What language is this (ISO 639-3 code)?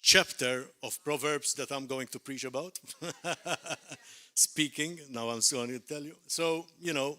eng